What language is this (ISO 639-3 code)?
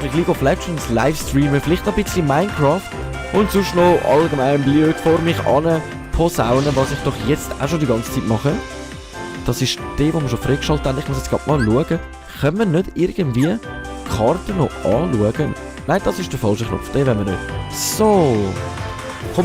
gsw